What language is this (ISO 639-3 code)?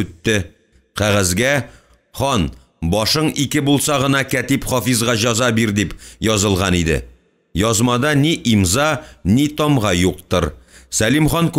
tat